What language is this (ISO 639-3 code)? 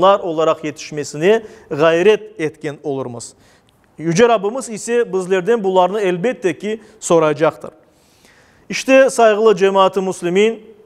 crh